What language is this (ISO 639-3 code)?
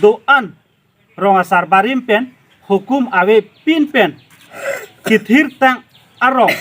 mjw